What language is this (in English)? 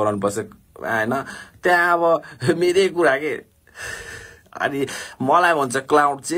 Nepali